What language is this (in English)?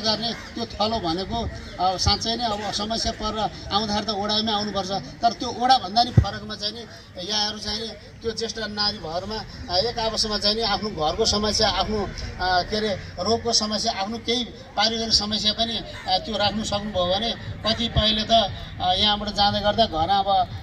Nepali